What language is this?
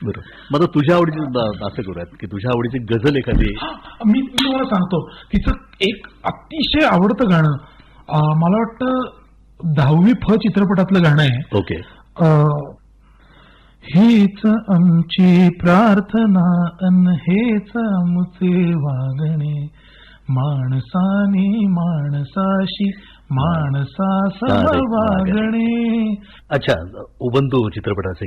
Marathi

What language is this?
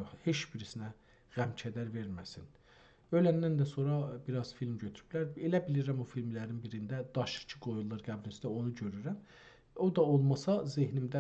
South Azerbaijani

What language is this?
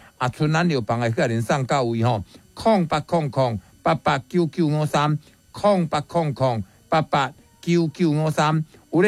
Min Nan Chinese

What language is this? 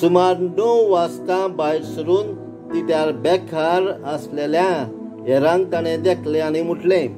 Konkani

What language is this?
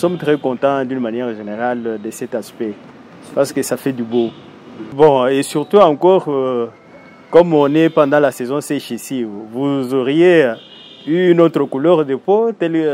Luba-Lulua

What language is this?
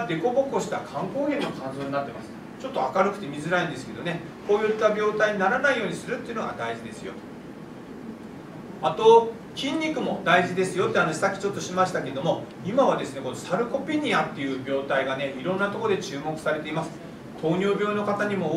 Japanese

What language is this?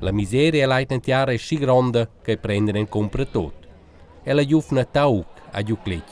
Romansh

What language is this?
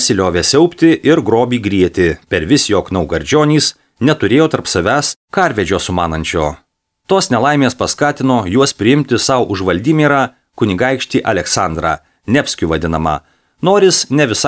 Lithuanian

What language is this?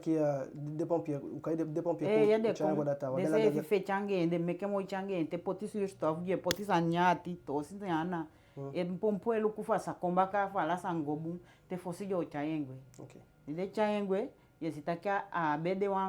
Eastern Maroon Creole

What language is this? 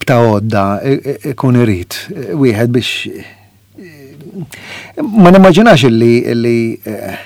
Maltese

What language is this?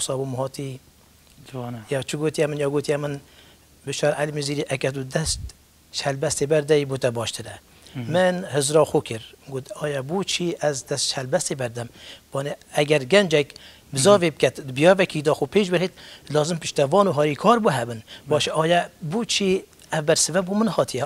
Kurdish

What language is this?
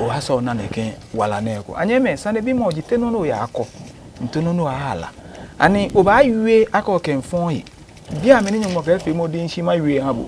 Adangme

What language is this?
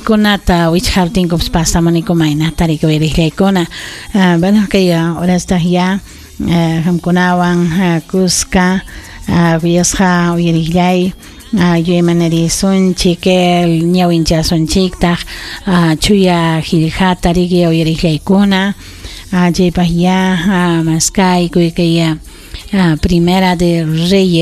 Ayacucho Quechua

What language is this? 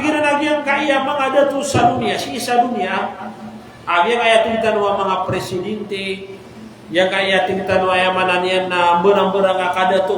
Maranao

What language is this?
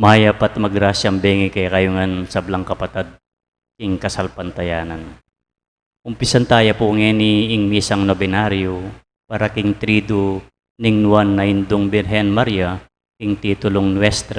Pampanga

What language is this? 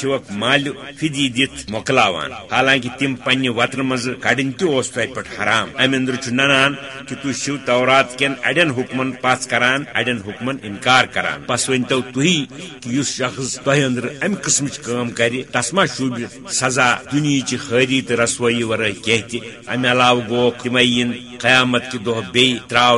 Kashmiri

